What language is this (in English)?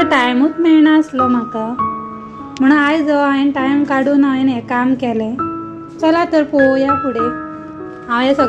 Konkani